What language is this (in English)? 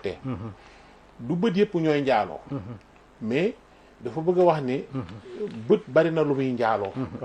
Wolof